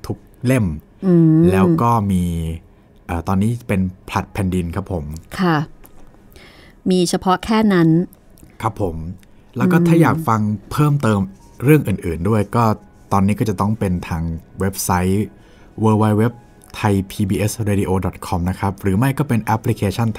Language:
Thai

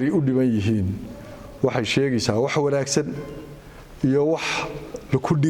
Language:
Somali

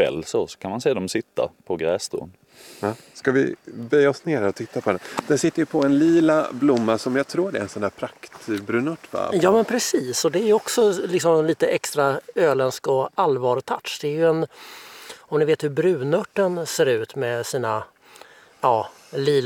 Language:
Swedish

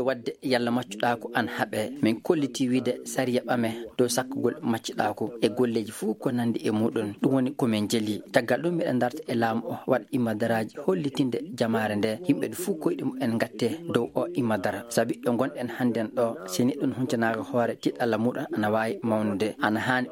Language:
Maasina Fulfulde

